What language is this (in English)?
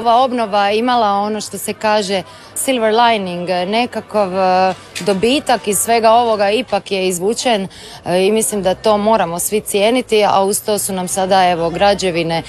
Croatian